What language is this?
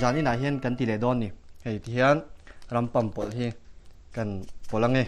Mizo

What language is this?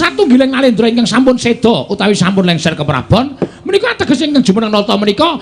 Javanese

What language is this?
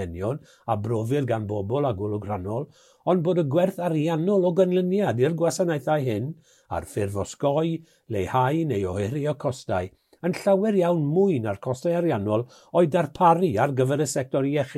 Welsh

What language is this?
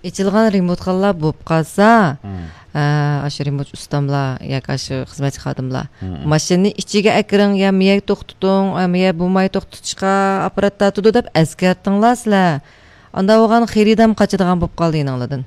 Uyghur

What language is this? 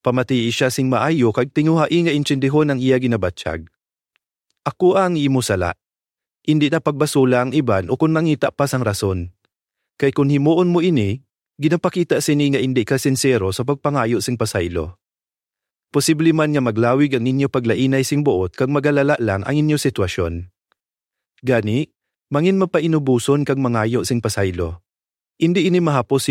Hiligaynon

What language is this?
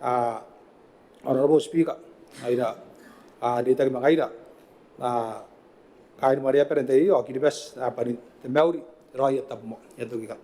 Gilbertese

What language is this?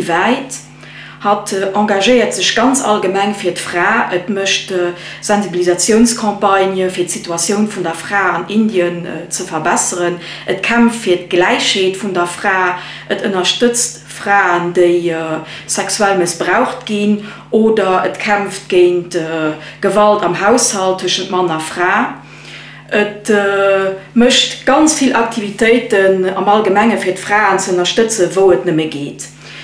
Luxembourgish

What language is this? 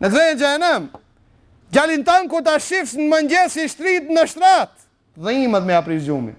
Albanian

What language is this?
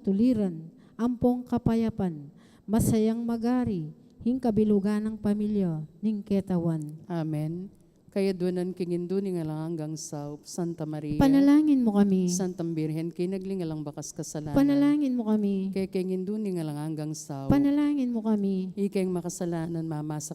Pampanga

